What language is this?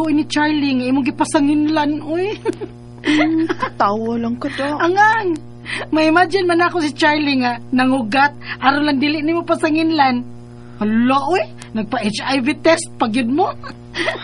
Cebuano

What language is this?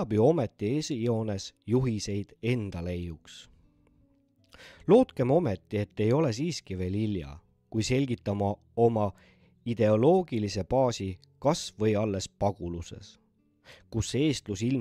Estonian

